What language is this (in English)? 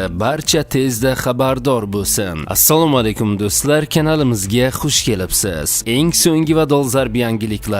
Uzbek